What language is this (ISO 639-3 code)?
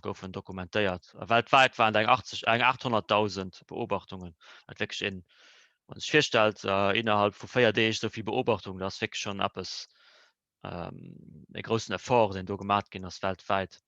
ltz